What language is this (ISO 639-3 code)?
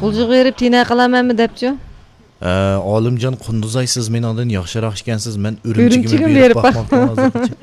uig